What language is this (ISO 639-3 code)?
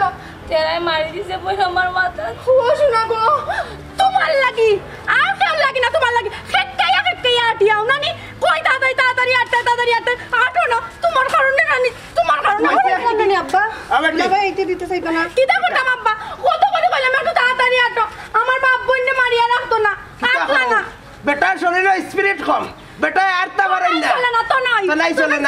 syl